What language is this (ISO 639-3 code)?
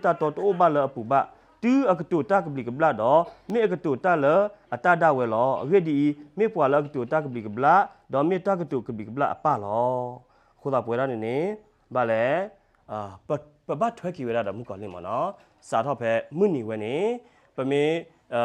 ksw